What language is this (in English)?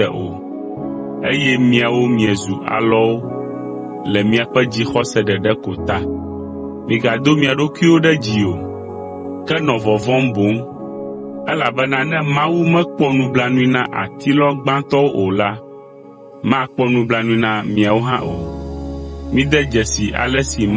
Ewe